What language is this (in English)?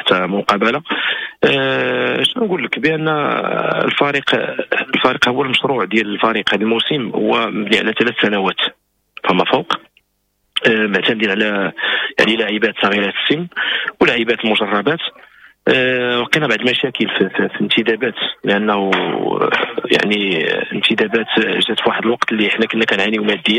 Moroccan Arabic